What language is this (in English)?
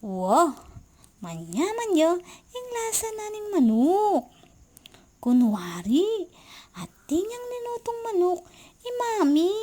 Pampanga